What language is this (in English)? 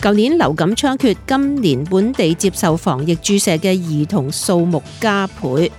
Cantonese